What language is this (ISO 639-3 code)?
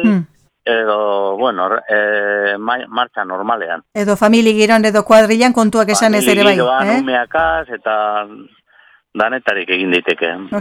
eus